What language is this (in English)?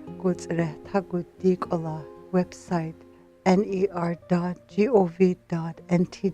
North Slavey